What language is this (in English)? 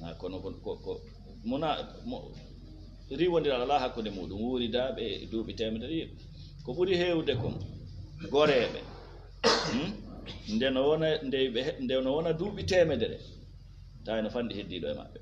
Fula